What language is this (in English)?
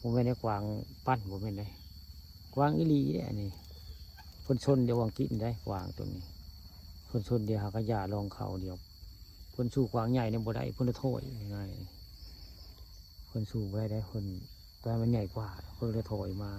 Northeastern Thai